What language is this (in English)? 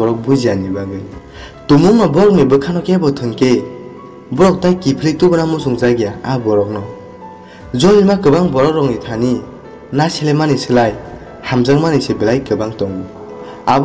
Kok Borok